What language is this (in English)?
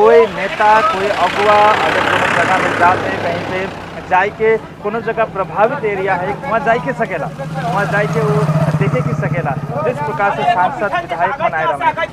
Sadri